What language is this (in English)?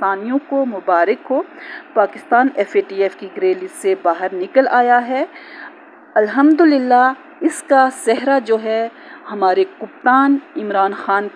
Urdu